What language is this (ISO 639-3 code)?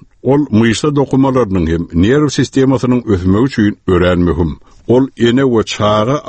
tuk